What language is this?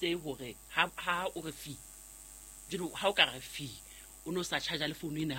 Southern Sotho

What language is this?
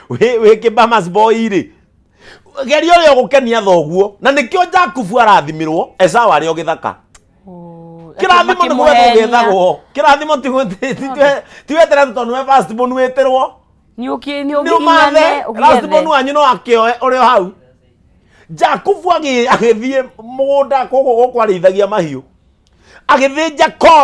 Kikuyu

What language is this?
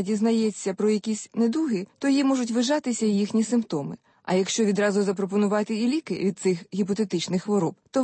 Ukrainian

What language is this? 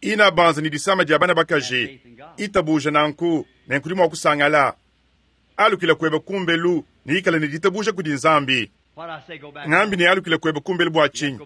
Luba-Lulua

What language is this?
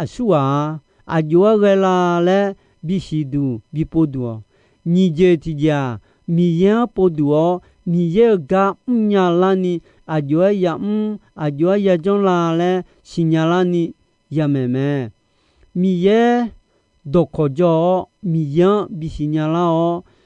Akha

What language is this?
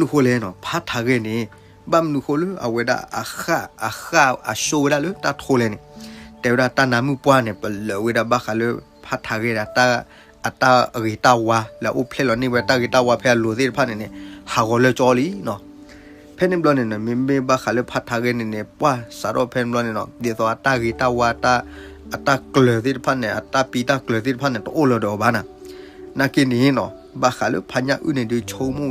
S'gaw Karen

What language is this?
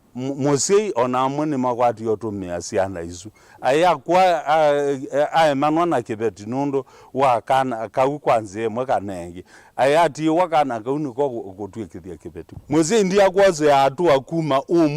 Kamba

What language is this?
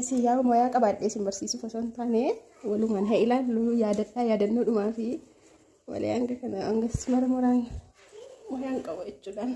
Oromo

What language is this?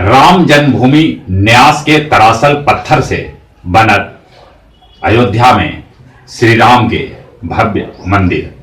Magahi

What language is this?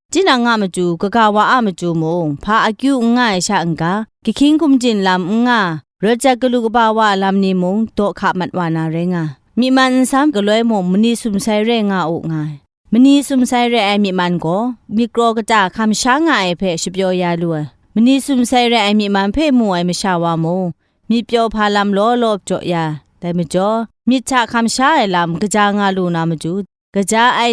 Kachin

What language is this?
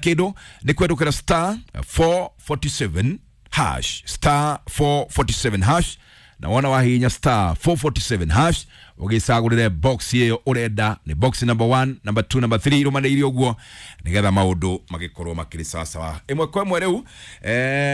Kikuyu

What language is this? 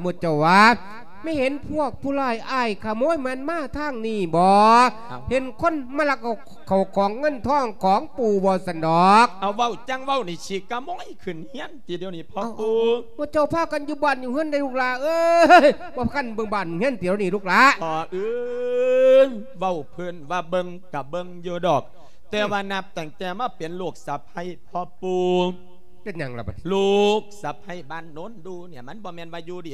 Lao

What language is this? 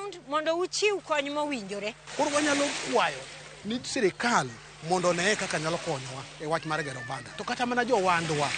Luo (Kenya and Tanzania)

